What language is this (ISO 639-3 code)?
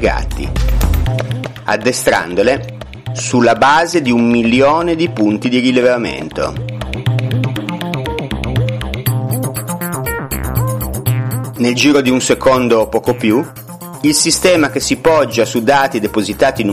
ita